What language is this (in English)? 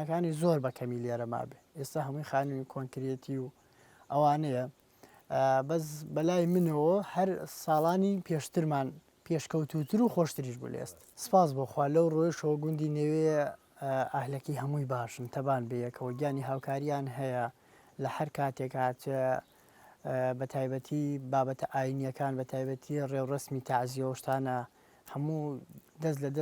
Central Kurdish